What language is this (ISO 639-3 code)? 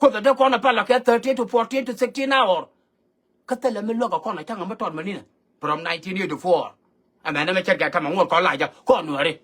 nus